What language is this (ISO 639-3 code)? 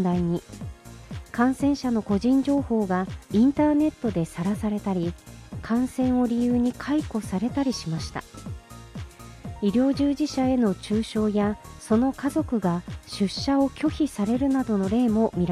jpn